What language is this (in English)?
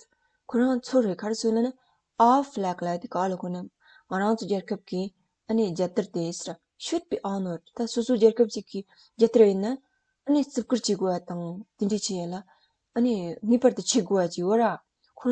Tibetan